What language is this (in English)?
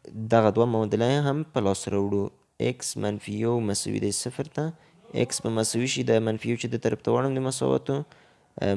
Pashto